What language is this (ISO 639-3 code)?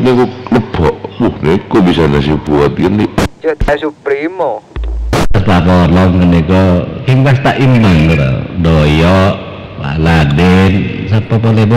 mad